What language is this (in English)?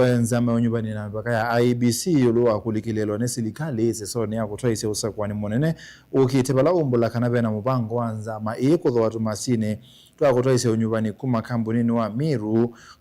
Kamba